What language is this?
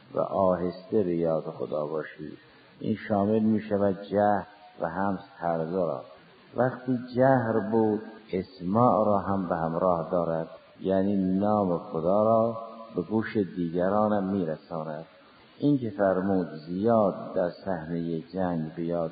Persian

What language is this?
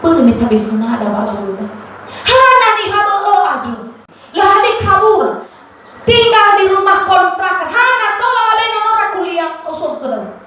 Nias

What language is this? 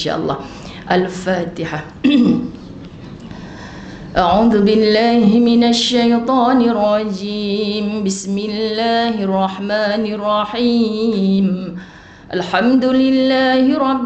Malay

